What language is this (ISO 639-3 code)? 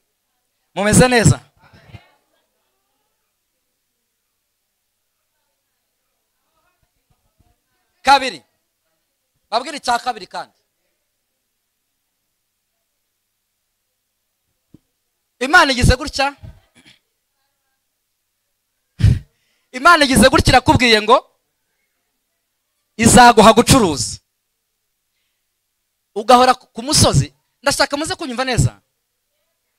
kin